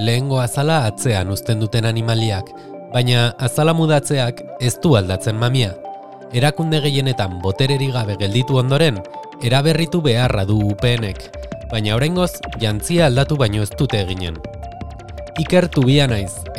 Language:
Basque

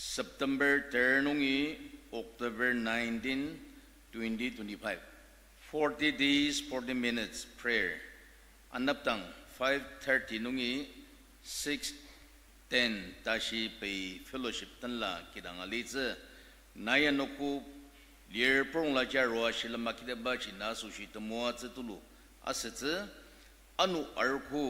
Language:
Ao Naga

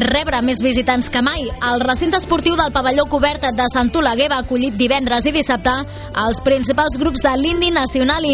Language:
Catalan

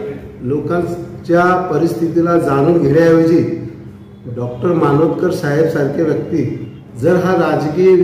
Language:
Marathi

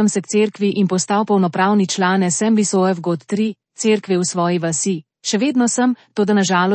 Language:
Slovenian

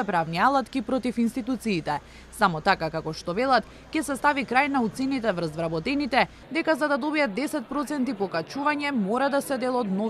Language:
Macedonian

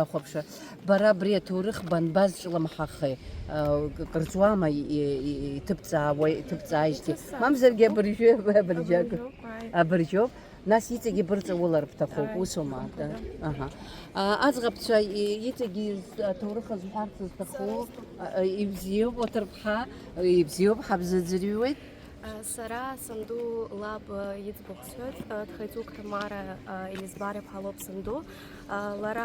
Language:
Abkhazian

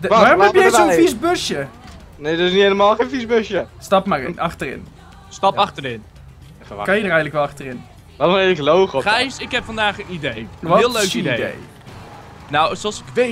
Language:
Dutch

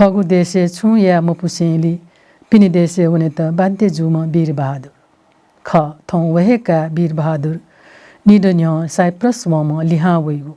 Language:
Newari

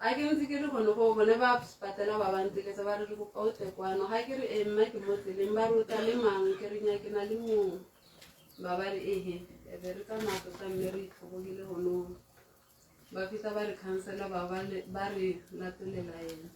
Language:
Tswana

